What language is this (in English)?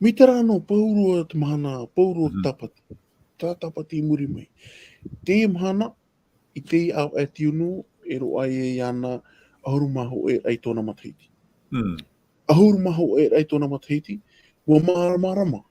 Tahitian